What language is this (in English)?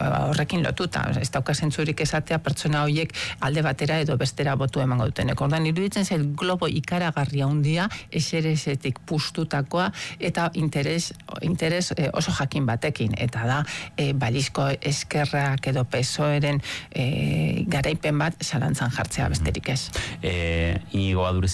Basque